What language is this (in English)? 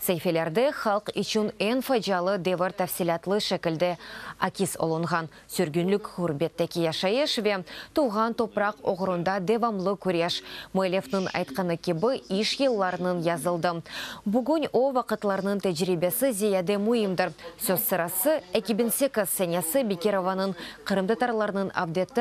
Crimean Tatar